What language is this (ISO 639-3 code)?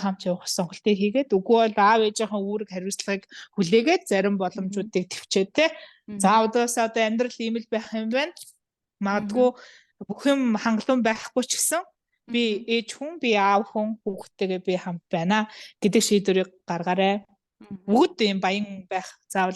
mon